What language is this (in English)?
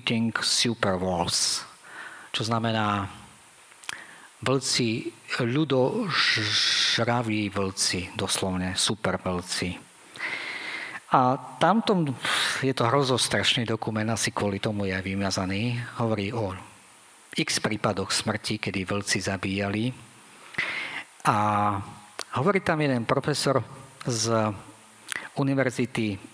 Slovak